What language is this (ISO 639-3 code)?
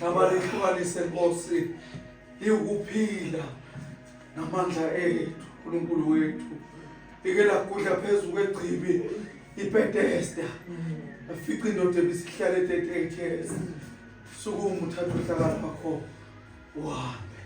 zul